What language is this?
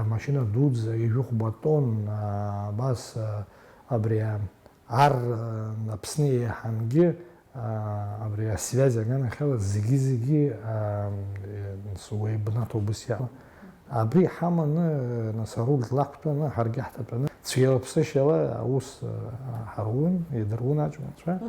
Abkhazian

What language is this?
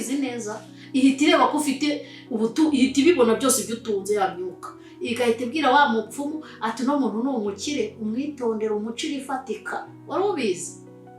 Kinyarwanda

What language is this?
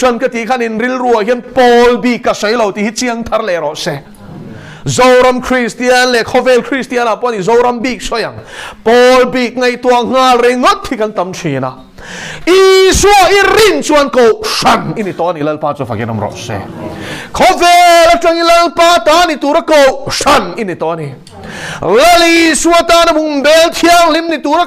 Mizo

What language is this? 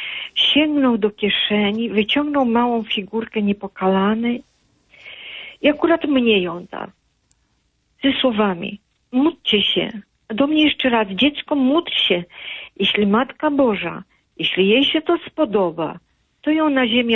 Polish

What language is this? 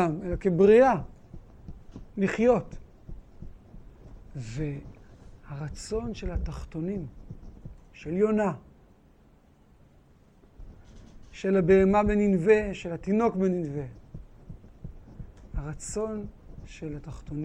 Hebrew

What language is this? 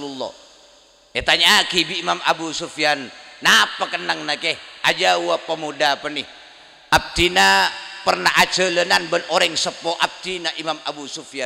Madurese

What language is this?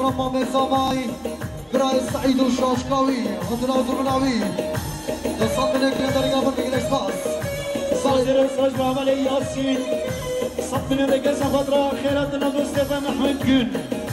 Kurdish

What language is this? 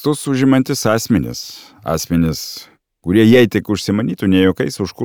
Lithuanian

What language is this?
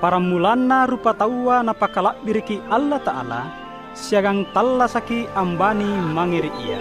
Makasar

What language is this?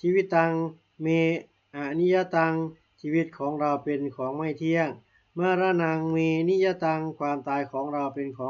Pali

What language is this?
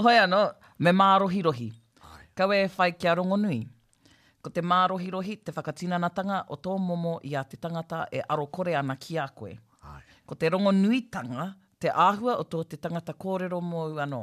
Māori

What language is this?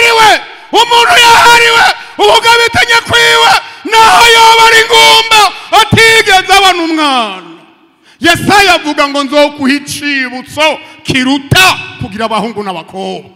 Rundi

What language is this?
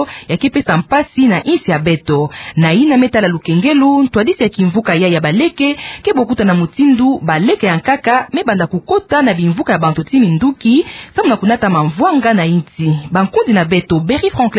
Kituba (Democratic Republic of Congo)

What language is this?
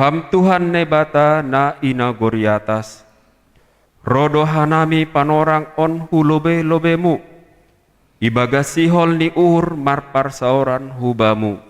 Batak Simalungun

